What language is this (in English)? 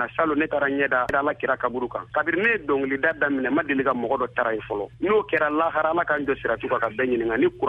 Bambara